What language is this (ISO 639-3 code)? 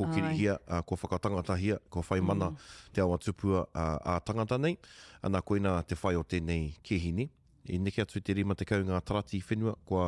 mri